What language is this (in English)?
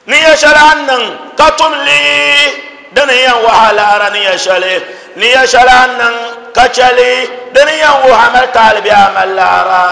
Dagbani